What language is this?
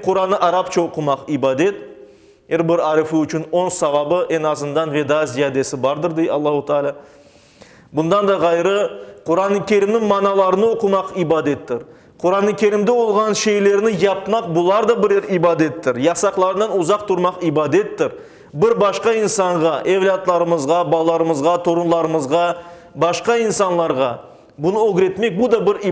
Crimean Tatar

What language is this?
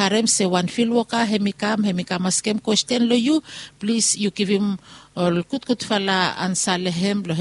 Bislama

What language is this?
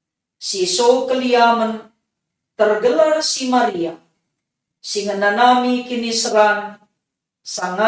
Batak Karo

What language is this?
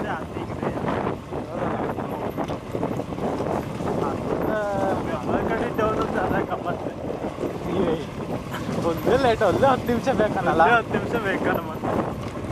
Kannada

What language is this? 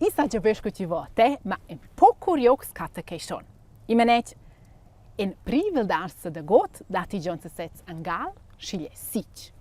Romansh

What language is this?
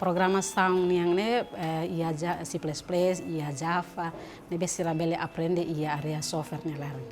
Tetum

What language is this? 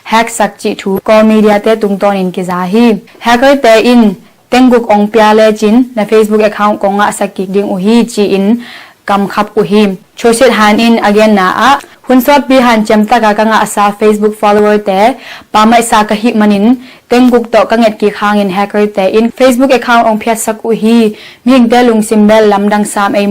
Tedim Chin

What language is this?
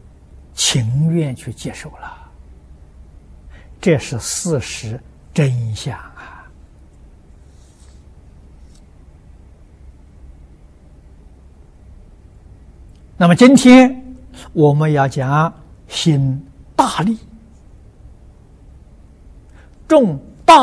Chinese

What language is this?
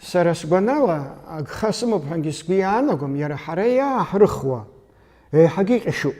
Abkhazian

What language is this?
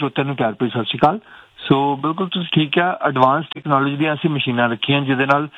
Punjabi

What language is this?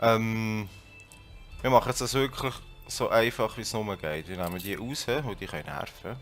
Swiss German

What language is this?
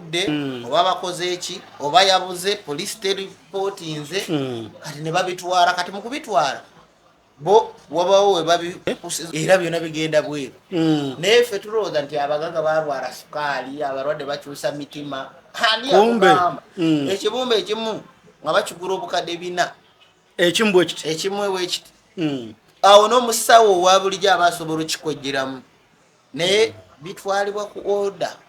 Ganda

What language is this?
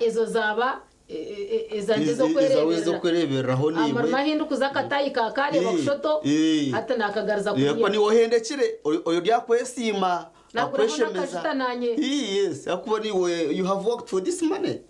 Nyankole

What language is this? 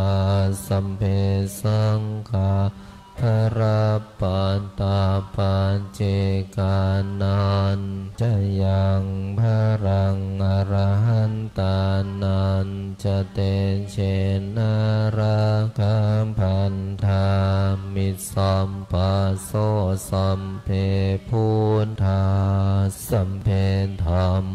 Pali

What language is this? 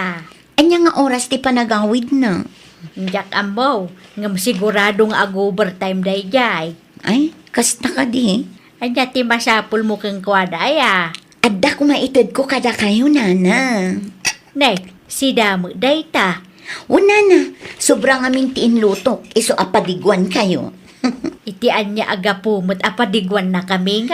Iloko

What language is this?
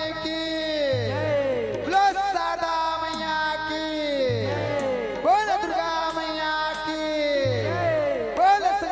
Chhattisgarhi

